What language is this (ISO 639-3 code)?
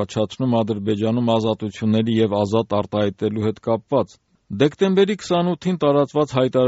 hye